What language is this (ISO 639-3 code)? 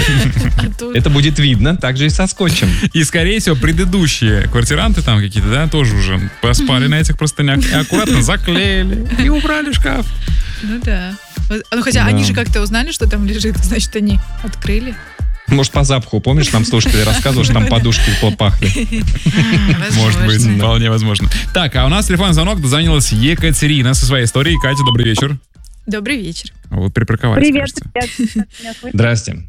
rus